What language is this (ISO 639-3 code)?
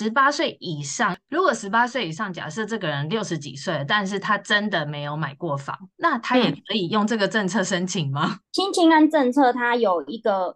zho